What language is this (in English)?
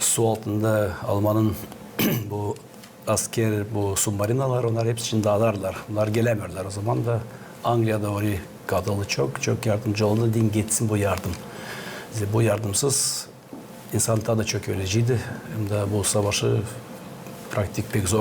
Gagauz